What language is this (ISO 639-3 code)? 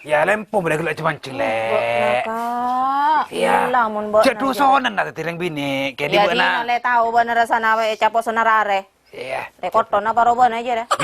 mad